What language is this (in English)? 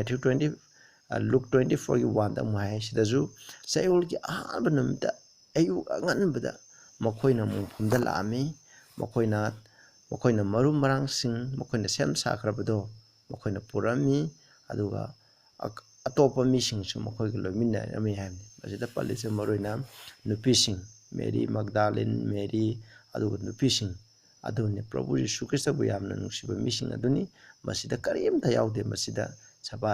Manipuri